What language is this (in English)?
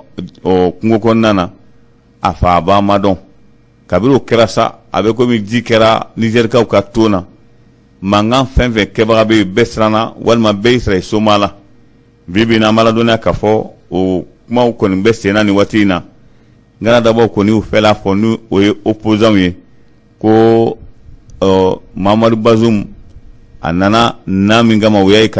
Bambara